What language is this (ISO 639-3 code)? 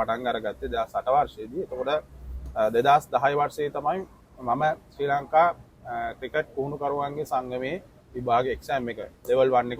sin